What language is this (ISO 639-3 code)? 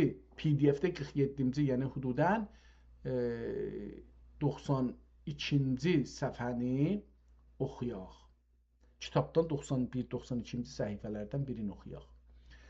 azb